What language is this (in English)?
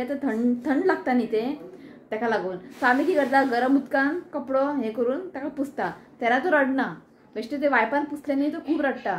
Konkani